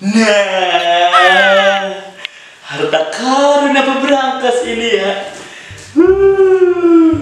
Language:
Betawi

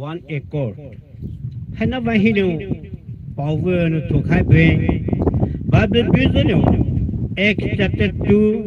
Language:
Poumei Naga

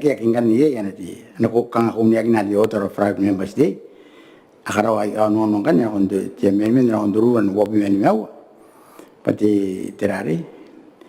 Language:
Gilbertese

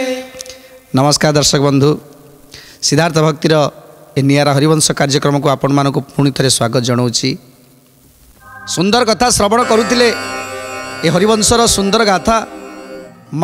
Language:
Odia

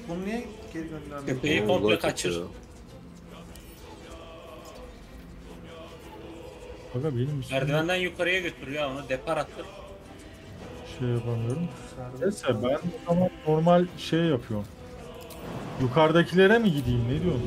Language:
Turkish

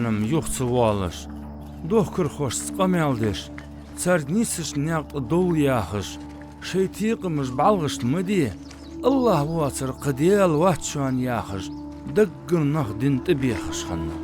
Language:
Ingush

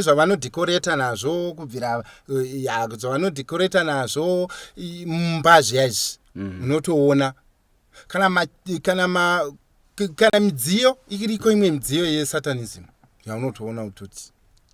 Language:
Shona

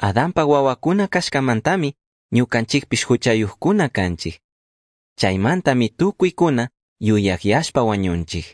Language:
Chimborazo Highland Quichua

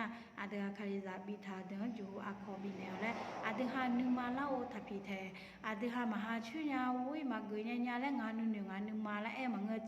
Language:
Akha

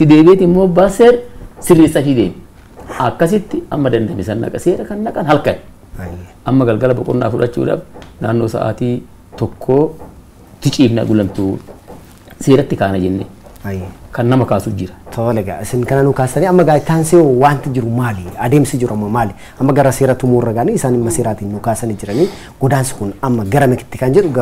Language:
Oromo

